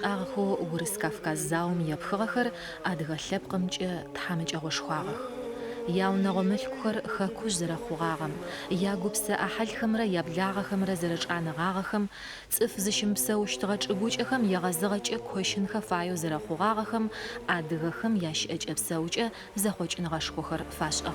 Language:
Adyghe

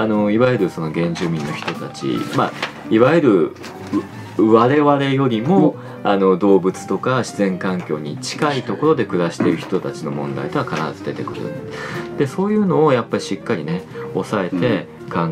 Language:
Japanese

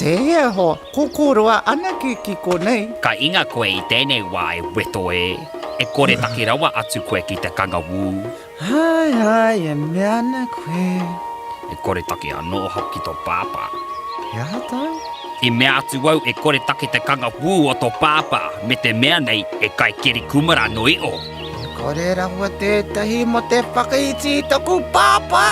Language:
Māori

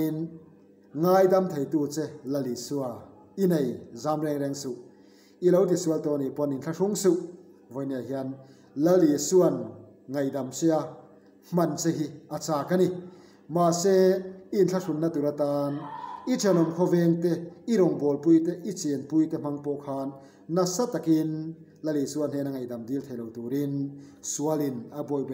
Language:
Mizo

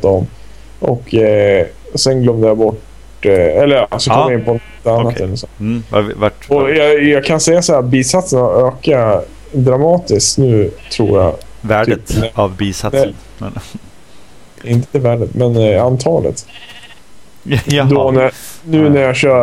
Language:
Swedish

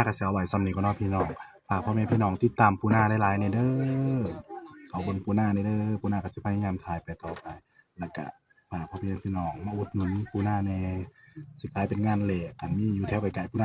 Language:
Northeastern Thai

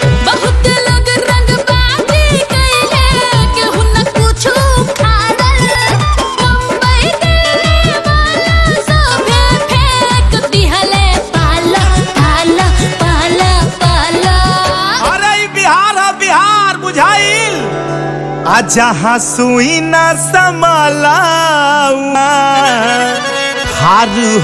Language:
Bhojpuri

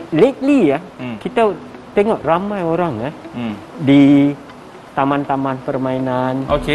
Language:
Malay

